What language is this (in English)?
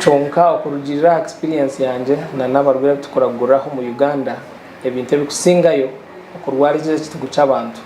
Nyankole